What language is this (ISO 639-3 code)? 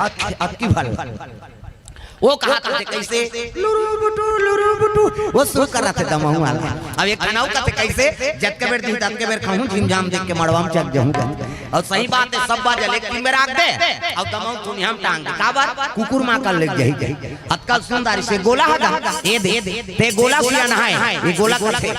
hne